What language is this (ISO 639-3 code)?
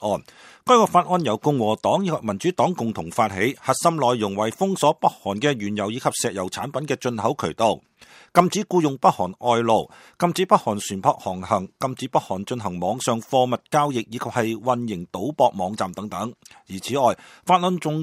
yue